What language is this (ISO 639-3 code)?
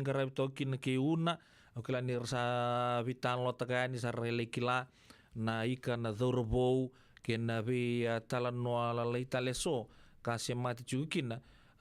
fij